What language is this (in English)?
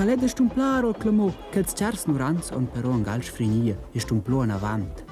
Romansh